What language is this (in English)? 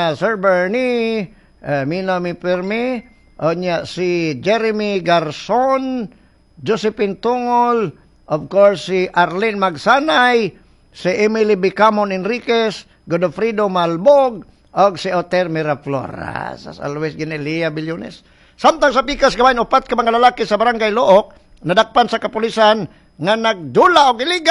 Cebuano